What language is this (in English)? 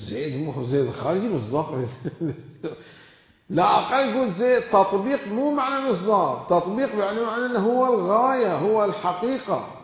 Mesopotamian Arabic